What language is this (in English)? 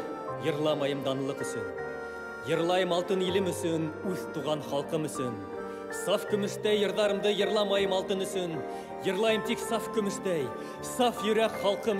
Bashkir